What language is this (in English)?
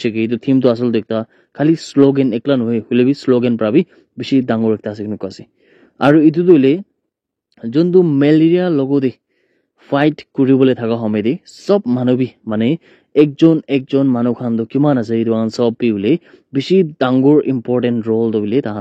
Naga Pidgin